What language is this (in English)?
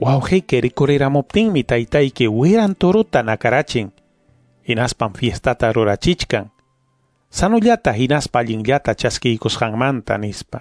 Ayacucho Quechua